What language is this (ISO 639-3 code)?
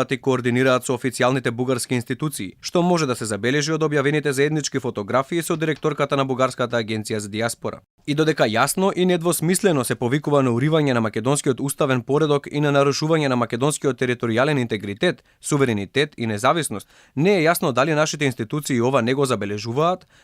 mkd